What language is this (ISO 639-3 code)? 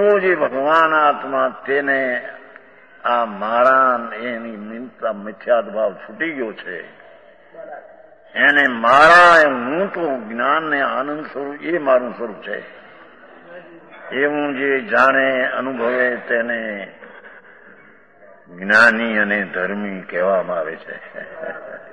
guj